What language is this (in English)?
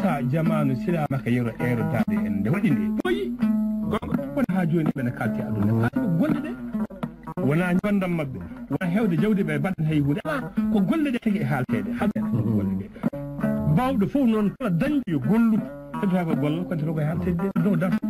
Fula